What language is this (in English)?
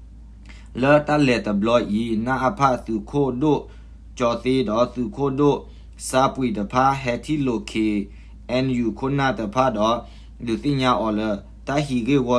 S'gaw Karen